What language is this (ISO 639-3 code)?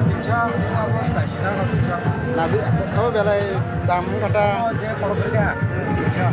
trp